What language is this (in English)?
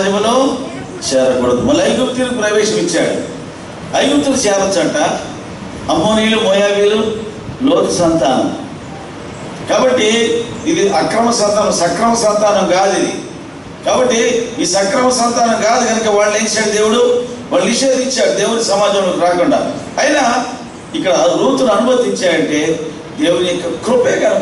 Telugu